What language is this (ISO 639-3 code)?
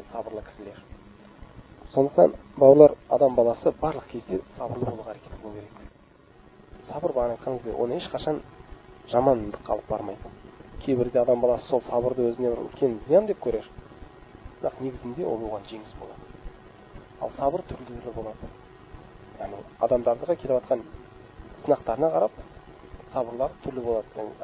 kaz